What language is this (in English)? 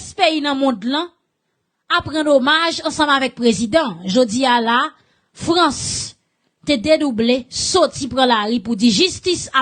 Haitian Creole